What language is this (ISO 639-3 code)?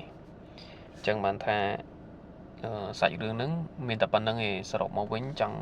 khm